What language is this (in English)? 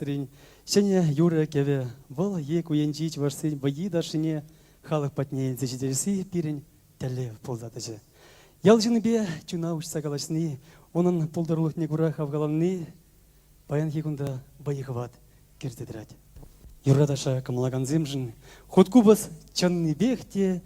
Chuvash